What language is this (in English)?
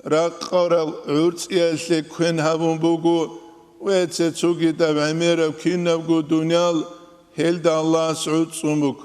Avaric